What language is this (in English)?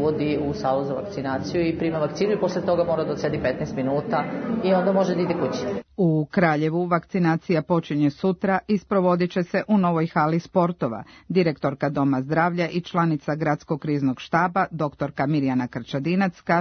Serbian